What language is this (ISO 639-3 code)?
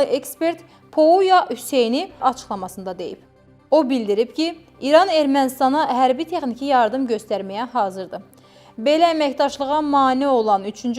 aze